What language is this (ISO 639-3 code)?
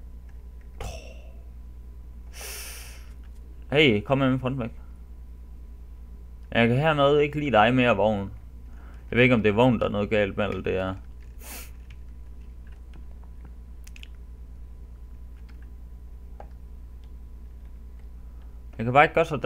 dan